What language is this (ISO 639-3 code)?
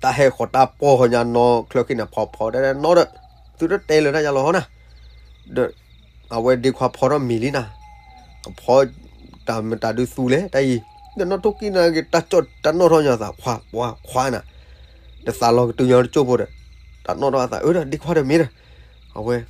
ksw